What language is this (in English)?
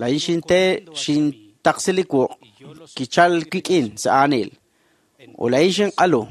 Kekchí